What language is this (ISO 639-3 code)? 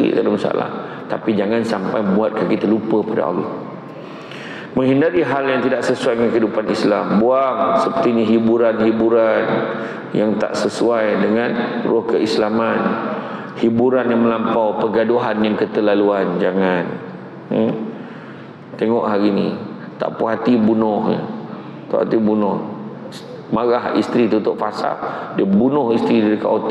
msa